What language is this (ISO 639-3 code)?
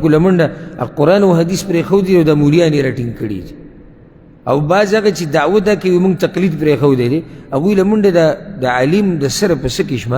pus